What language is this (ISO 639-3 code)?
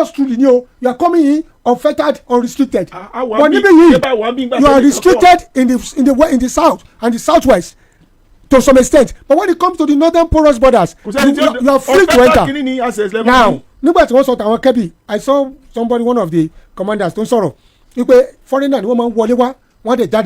yor